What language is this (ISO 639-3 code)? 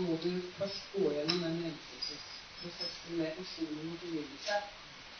nor